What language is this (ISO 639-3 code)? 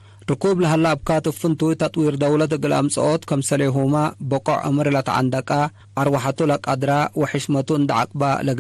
tig